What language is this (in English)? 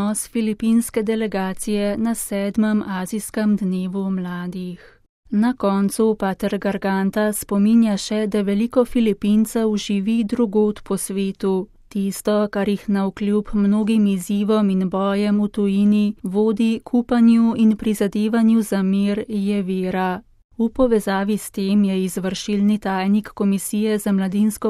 Slovenian